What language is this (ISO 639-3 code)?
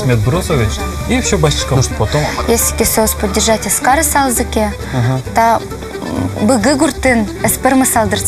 udm